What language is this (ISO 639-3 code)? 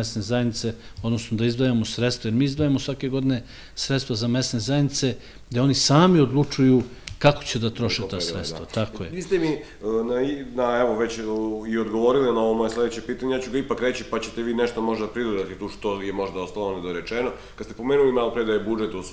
srp